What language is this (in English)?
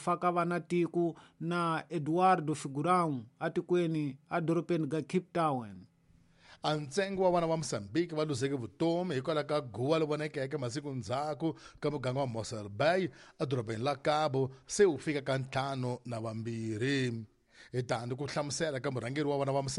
Tsonga